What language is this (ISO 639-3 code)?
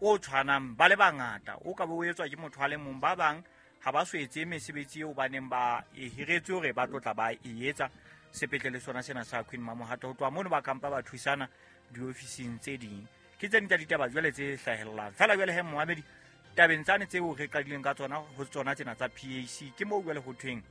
sot